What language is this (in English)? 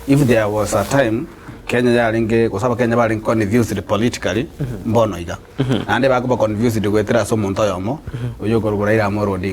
Gusii